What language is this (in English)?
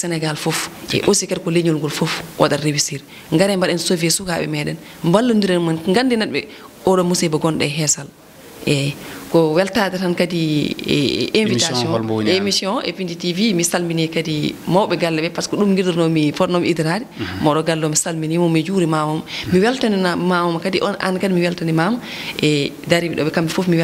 Fula